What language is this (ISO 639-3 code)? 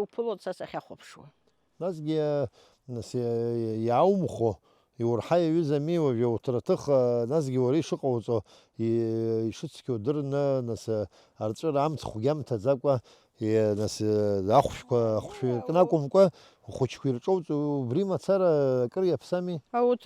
abk